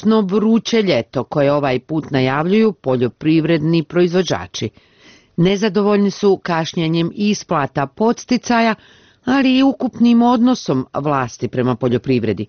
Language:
Bosnian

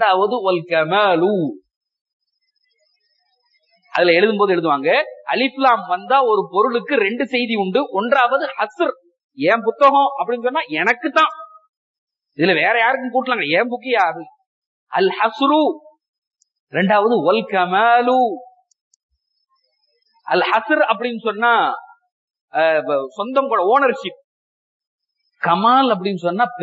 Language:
Tamil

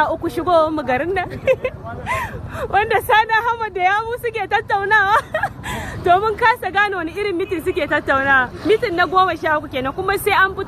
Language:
Hausa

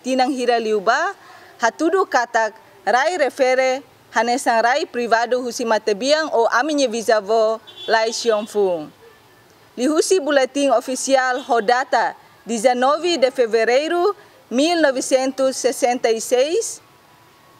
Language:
Tetum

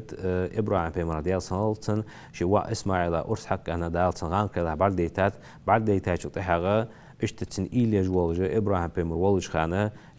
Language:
Ingush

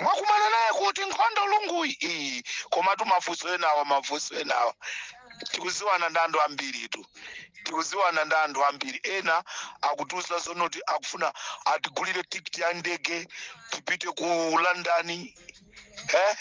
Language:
Nyanja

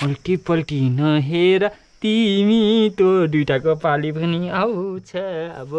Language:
Nepali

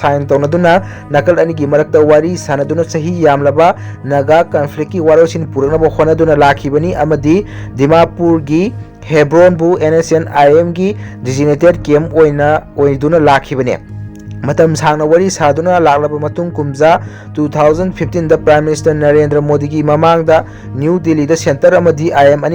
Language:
Manipuri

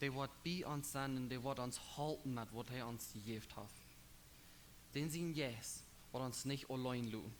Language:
Plautdietsch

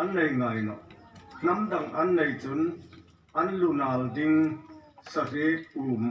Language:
Hmar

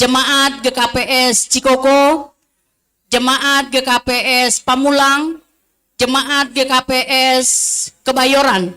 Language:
Batak Simalungun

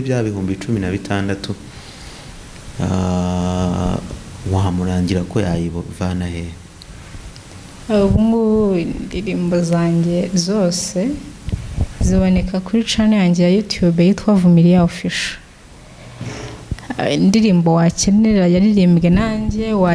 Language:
Kinyarwanda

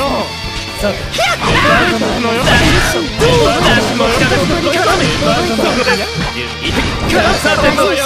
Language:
Japanese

